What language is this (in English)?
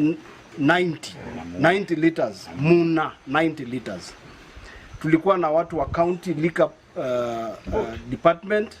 Meru